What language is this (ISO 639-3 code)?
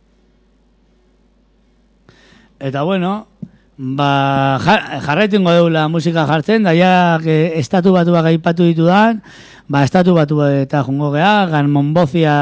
eus